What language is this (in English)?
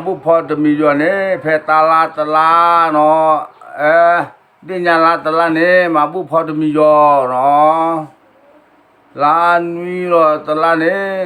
S'gaw Karen